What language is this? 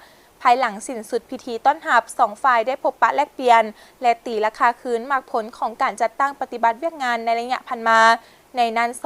Lao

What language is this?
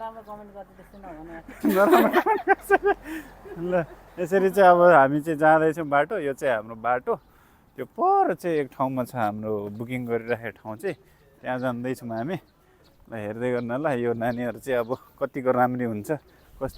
Nepali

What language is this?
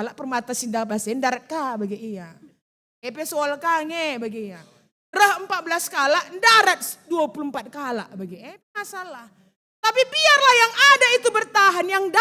Batak Karo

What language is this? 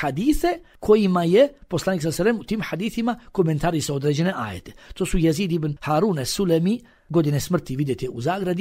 Bosnian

